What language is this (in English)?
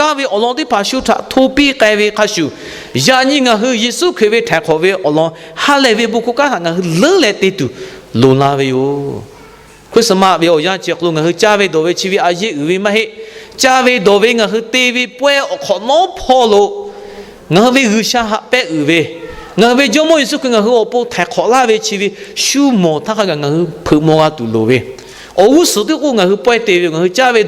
Lahu